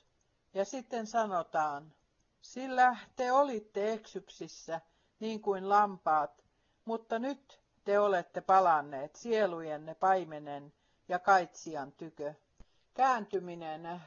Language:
Finnish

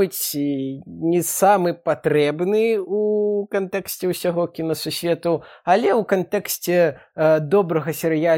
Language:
Belarusian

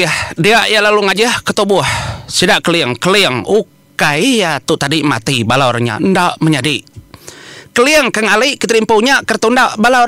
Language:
Iban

